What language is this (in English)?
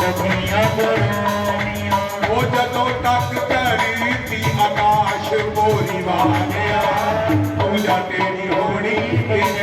Dogri